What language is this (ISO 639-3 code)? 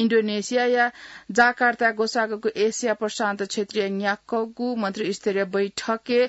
new